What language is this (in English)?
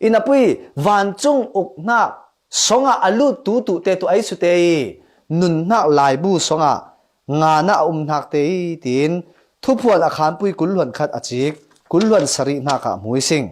Falam Chin